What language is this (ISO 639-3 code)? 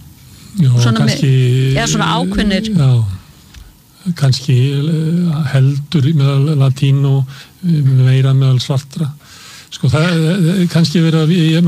isl